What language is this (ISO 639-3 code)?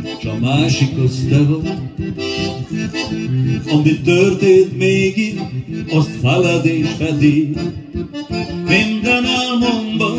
hun